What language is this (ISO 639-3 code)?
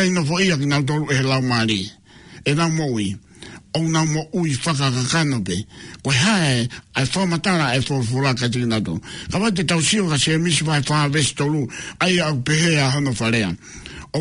ton